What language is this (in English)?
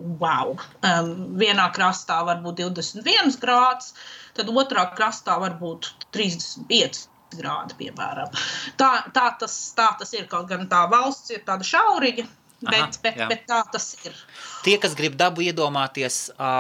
Latvian